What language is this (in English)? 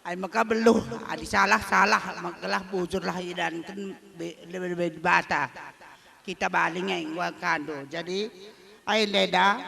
Batak Karo